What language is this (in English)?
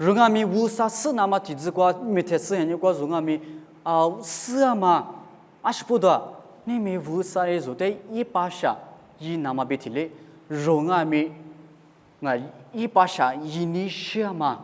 Lisu